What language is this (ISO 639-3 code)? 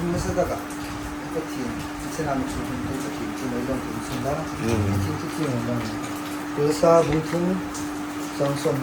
hmr